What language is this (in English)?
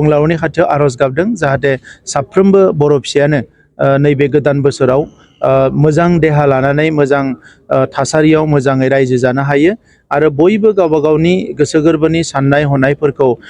Bodo